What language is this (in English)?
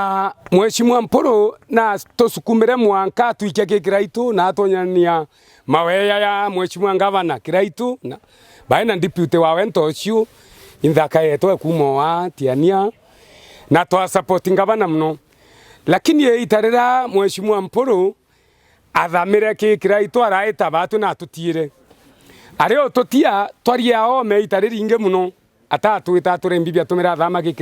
Meru